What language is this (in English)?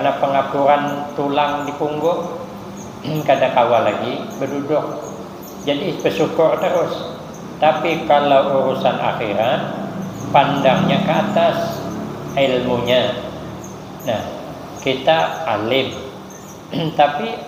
Banjar